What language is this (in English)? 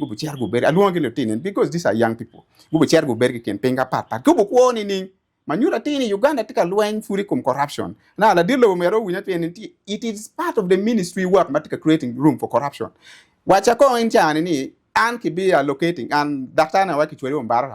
Acoli